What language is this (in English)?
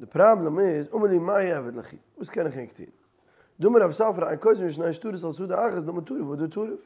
Yiddish